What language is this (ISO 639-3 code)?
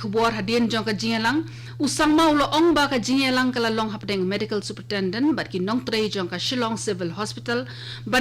kha